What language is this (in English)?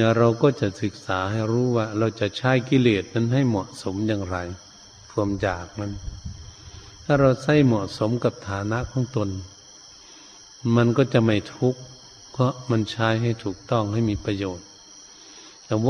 Thai